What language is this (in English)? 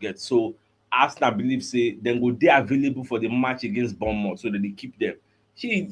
Nigerian Pidgin